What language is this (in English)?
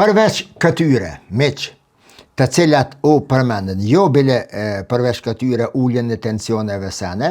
Albanian